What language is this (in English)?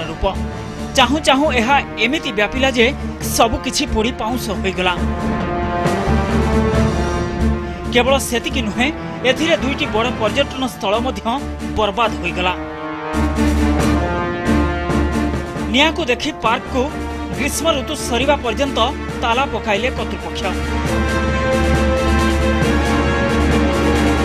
Odia